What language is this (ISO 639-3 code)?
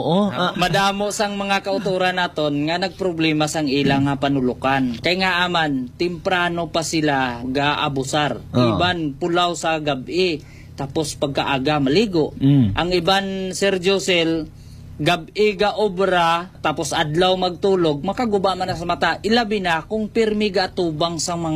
hil